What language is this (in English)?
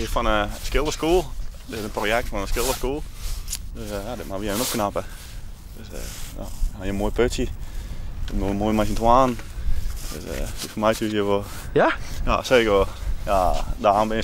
Western Frisian